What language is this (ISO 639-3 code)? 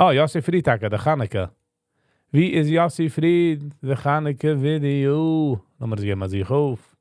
yid